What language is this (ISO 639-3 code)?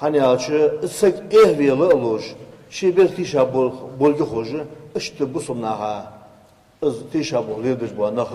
inh